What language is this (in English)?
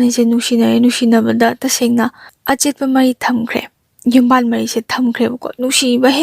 Manipuri